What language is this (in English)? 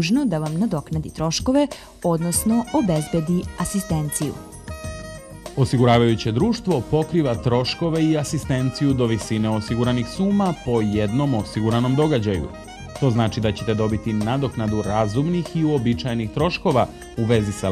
Serbian